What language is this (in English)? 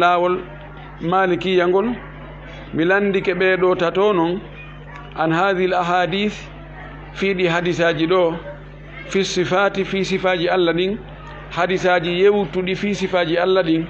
Fula